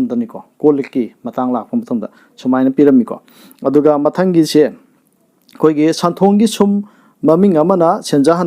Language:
Manipuri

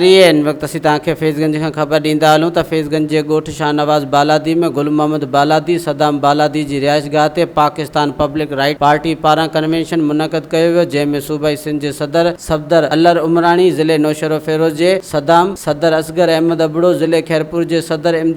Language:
Sindhi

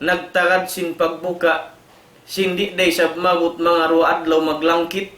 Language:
Tausug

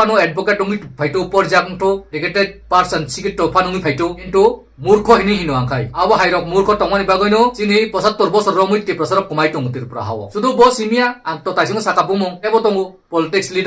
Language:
Kok Borok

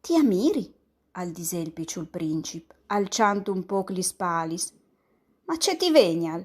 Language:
Friulian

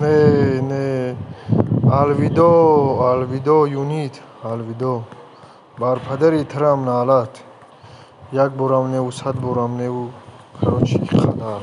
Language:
Tajik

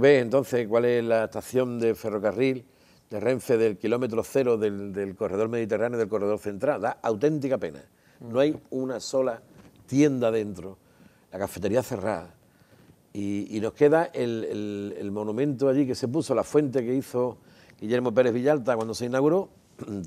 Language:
Spanish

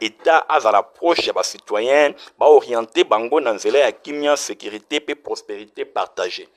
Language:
Lingala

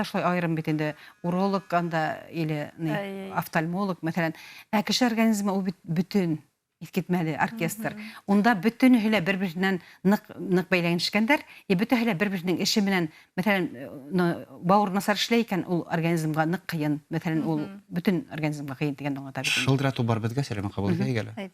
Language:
Bashkir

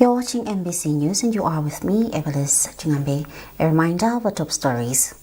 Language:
English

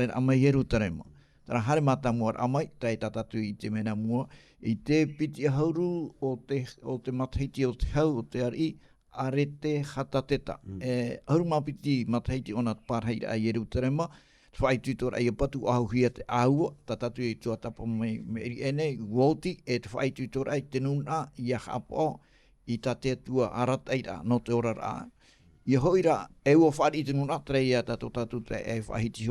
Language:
Tahitian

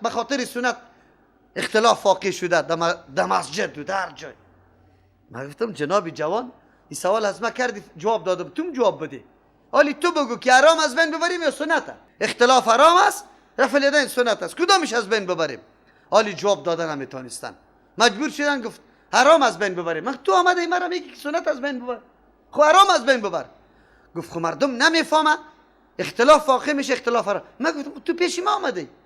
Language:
Persian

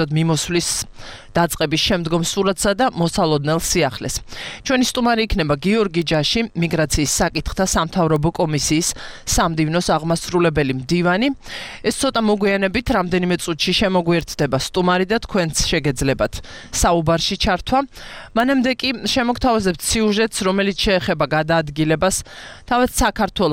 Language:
Georgian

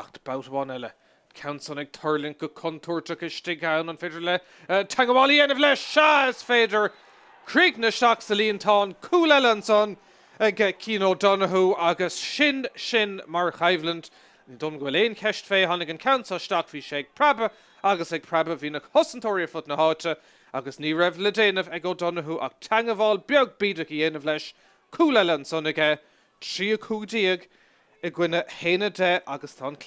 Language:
Irish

